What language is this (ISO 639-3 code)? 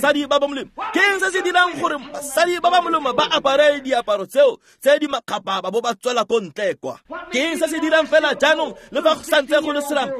tsn